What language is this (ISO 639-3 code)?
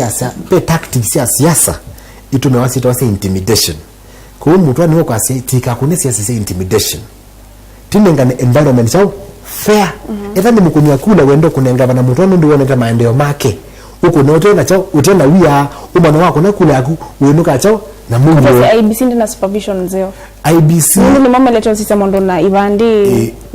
kam